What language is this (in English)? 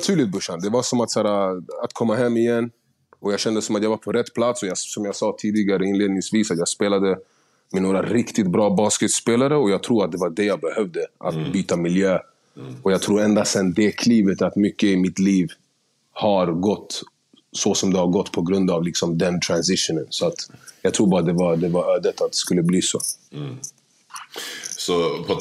Swedish